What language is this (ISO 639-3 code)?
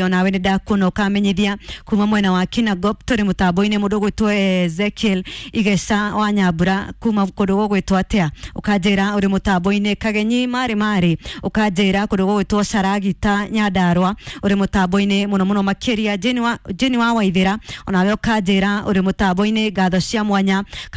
kik